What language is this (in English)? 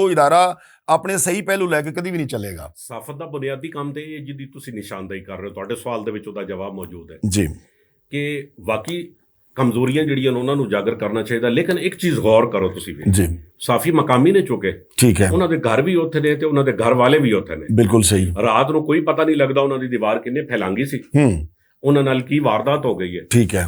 Western Panjabi